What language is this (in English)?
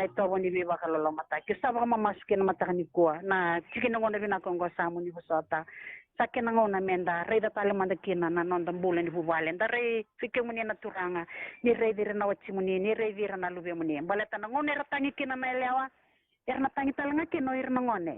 Fijian